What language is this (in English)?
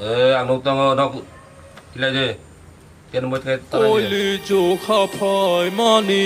Kok Borok